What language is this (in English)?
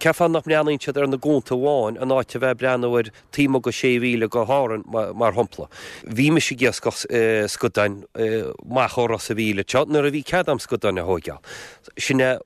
Irish